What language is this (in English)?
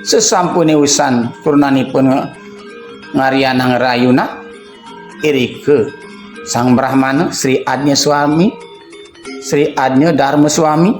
Balinese